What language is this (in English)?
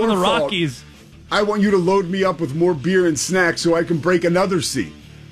English